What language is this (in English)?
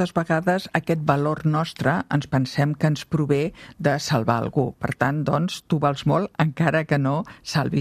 Catalan